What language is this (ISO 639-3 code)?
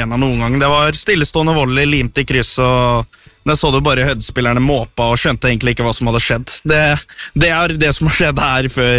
nor